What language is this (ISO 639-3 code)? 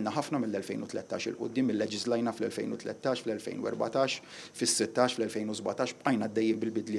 mlt